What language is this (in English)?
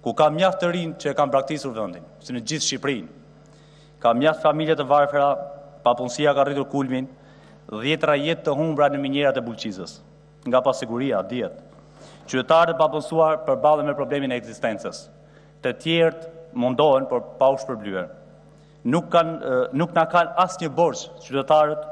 Albanian